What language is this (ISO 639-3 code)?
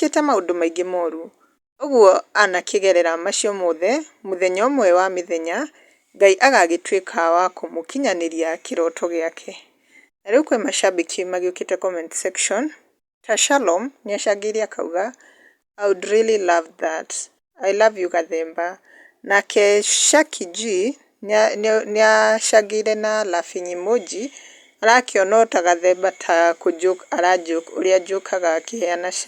kik